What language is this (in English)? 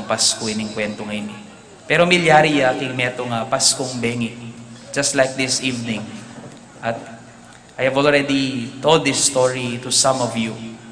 Pampanga